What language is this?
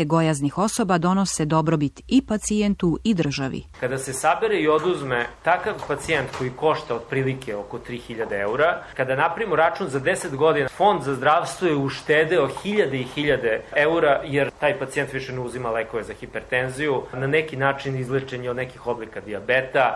Serbian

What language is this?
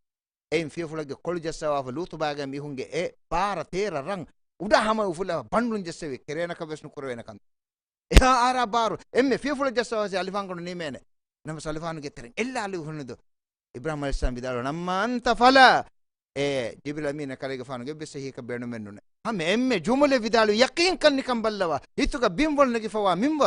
Divehi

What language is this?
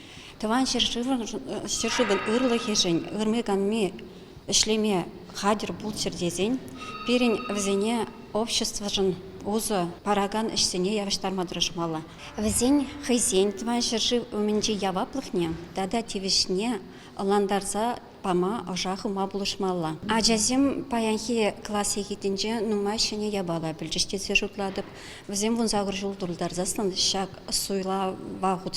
Chuvash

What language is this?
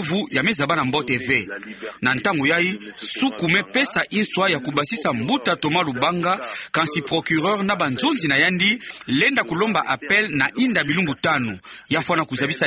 Kituba (Democratic Republic of Congo)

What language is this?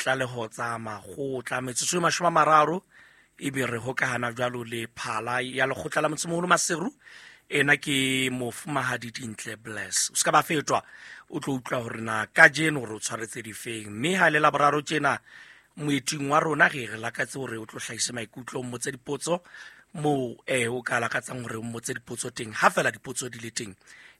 Southern Sotho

